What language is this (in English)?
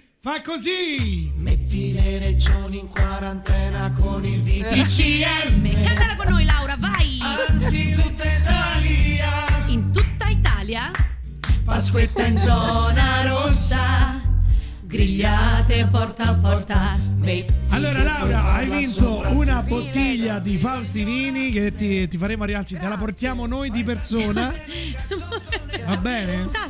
Italian